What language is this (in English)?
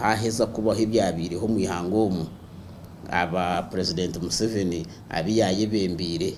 Nyankole